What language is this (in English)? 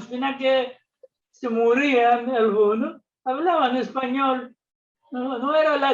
Ladino